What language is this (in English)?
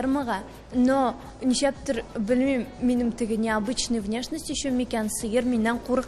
Tatar